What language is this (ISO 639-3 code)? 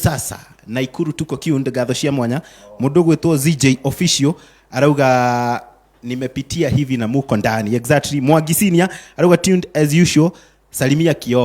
kik